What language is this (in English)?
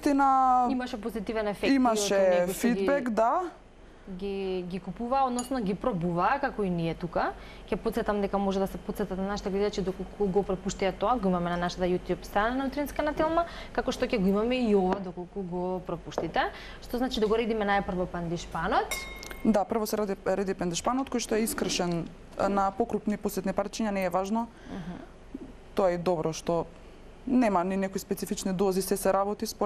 Macedonian